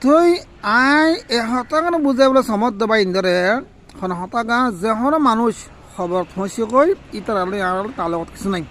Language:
Rohingya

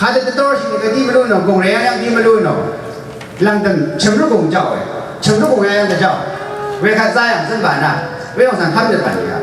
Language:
Rawang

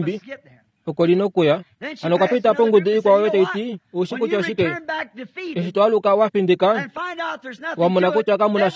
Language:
Kuanyama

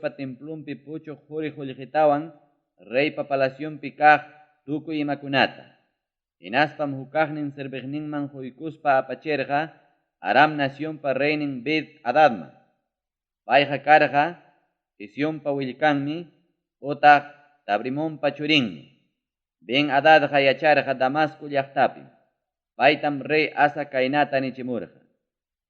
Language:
Ayacucho Quechua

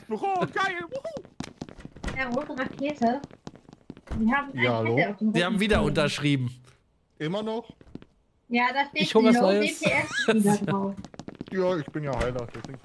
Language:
German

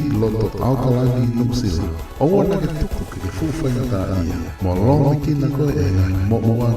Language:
Tongan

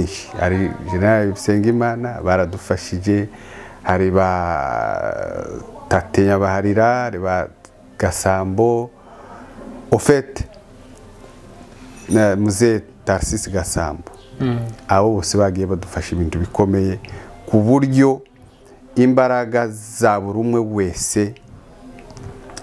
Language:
Kinyarwanda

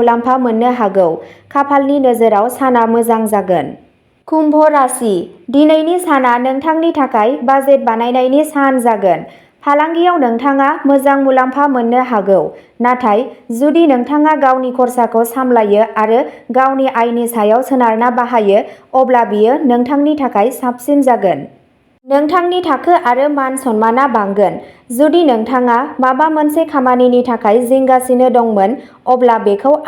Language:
Bodo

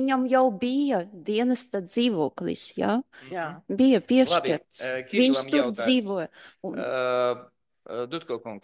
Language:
Latvian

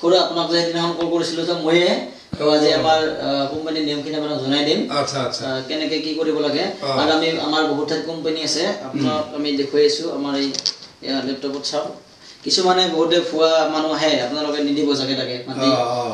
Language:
Assamese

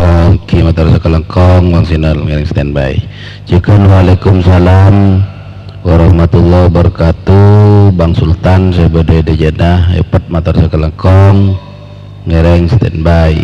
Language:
Madurese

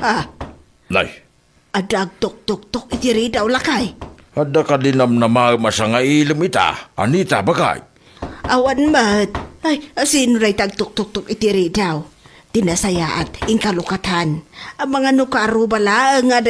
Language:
Iloko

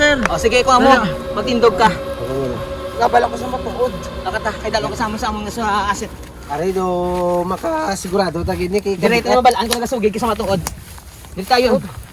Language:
Hiligaynon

